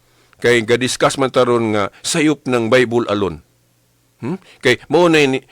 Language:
Cebuano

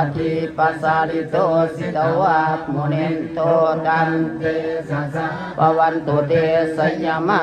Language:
Pali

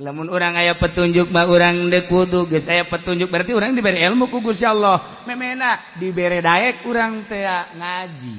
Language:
Sundanese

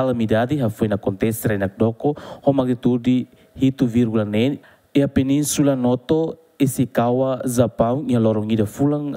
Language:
Tetum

